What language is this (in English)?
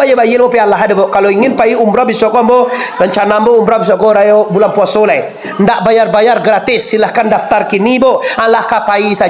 Minangkabau